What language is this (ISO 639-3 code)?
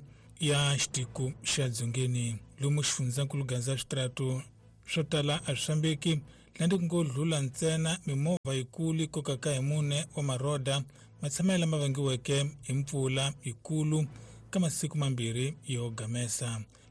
tso